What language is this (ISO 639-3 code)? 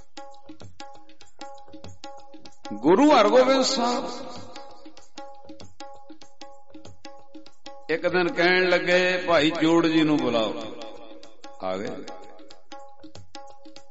pan